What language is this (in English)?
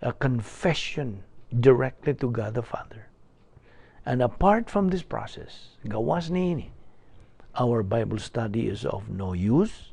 Cebuano